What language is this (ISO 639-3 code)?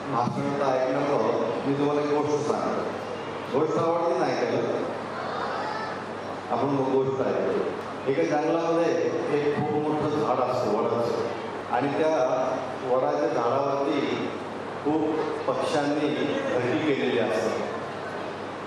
mar